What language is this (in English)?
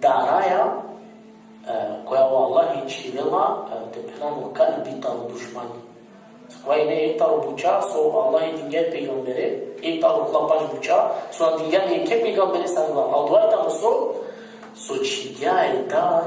Balkan Romani